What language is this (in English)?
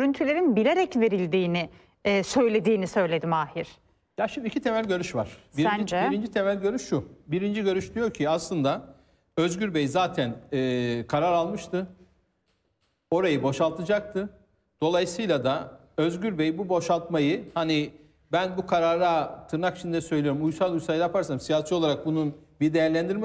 Turkish